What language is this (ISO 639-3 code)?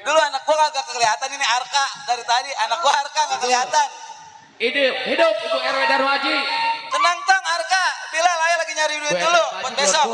bew